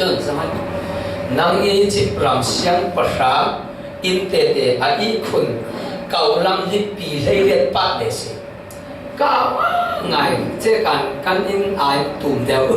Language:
Falam Chin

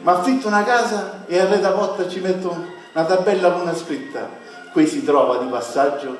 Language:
Sicilian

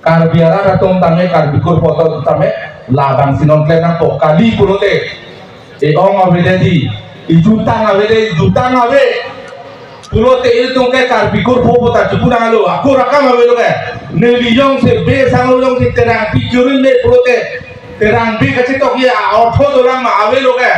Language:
Karbi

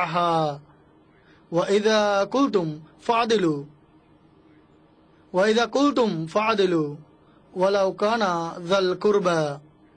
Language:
Bangla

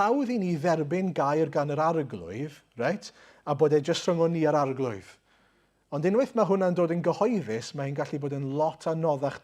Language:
Welsh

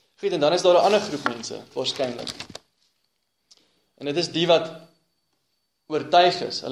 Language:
Afrikaans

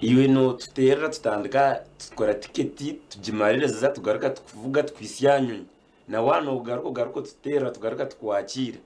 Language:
Nyankole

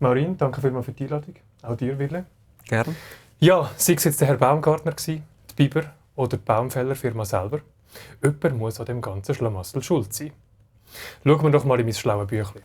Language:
Swiss German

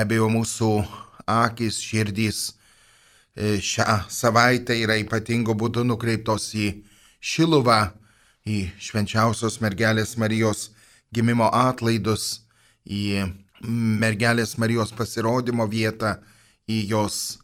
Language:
Lithuanian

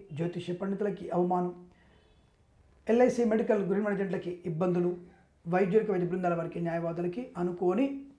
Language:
Telugu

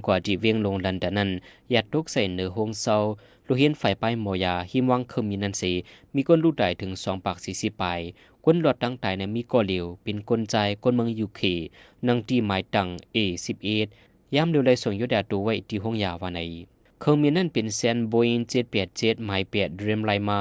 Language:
Shan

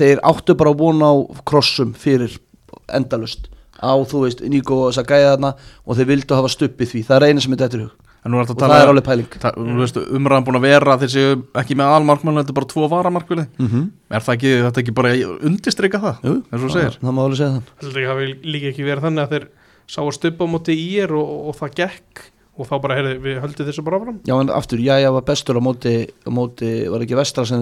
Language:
Icelandic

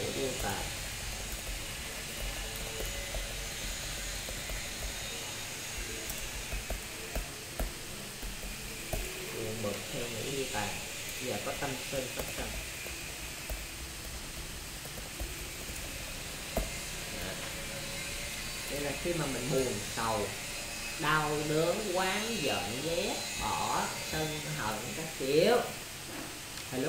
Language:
Vietnamese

